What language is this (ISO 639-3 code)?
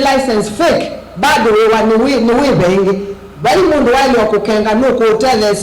kam